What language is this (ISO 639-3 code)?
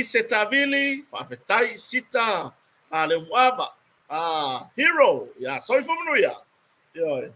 smo